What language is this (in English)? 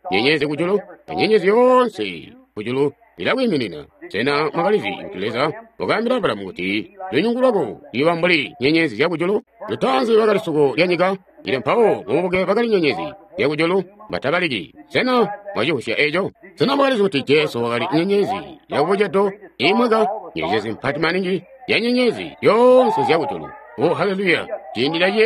Tonga (Zambia)